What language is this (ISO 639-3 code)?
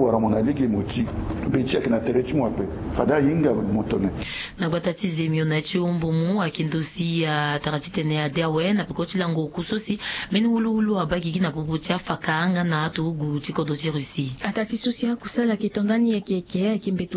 sag